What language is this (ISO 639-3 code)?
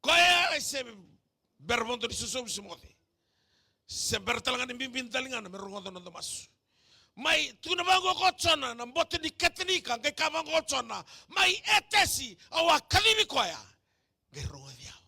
fij